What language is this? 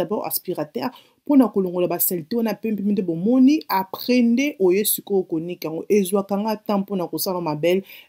Lingala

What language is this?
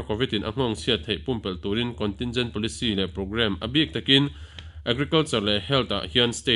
Mizo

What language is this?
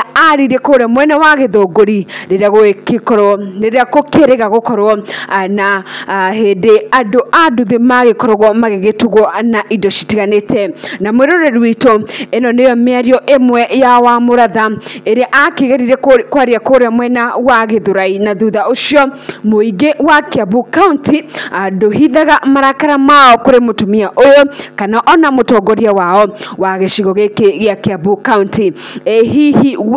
Kikuyu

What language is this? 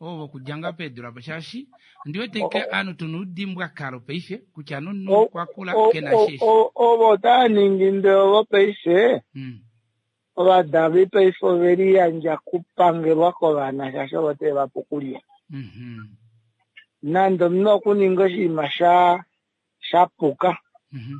Kuanyama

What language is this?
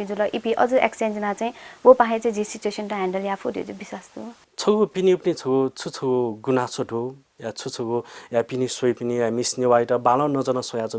Newari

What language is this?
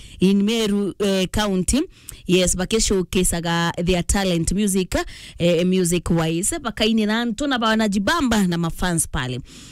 Meru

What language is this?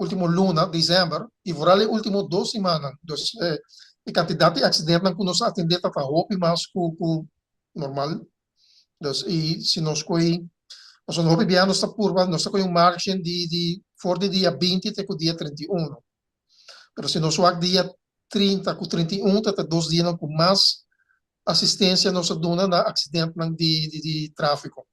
Papiamento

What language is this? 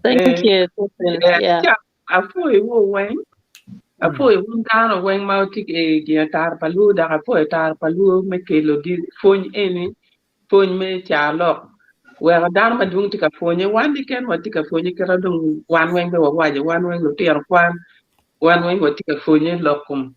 Acoli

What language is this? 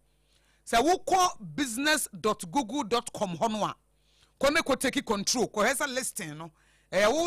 Akan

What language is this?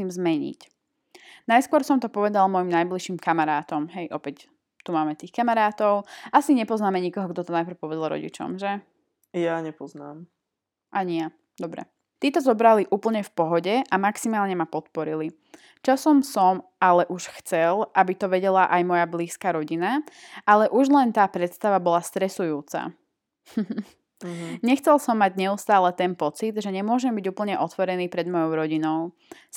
Slovak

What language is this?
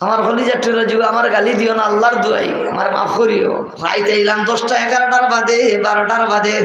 Sylheti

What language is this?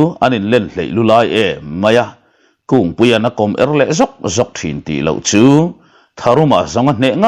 Mizo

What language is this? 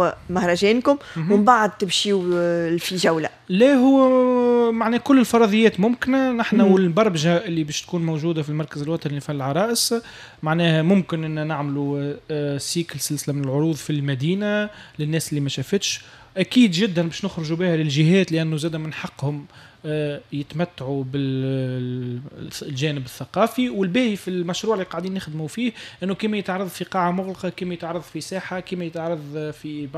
Tunisian Arabic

